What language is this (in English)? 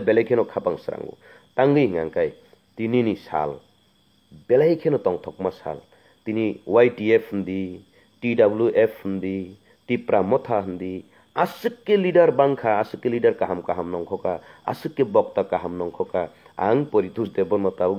Kok Borok